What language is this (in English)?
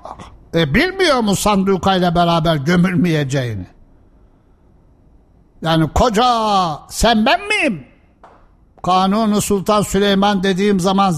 Turkish